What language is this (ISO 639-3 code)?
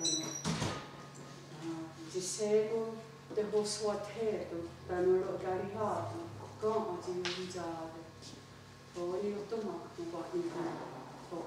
moh